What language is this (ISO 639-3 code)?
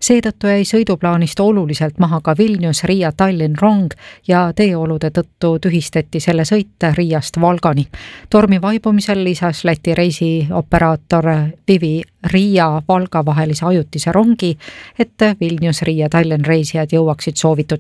est